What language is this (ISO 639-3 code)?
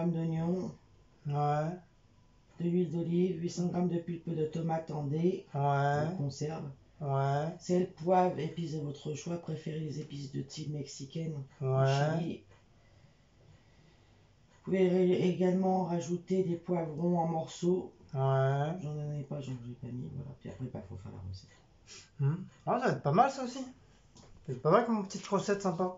fra